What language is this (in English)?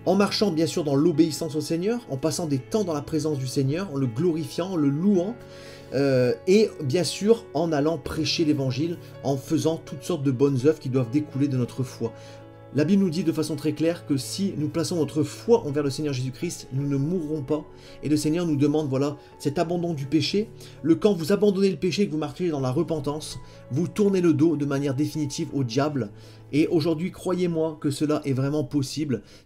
French